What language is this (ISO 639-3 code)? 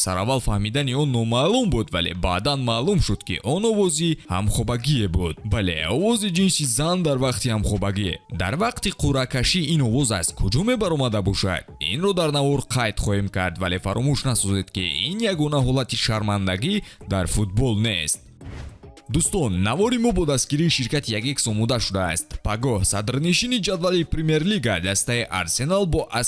tgk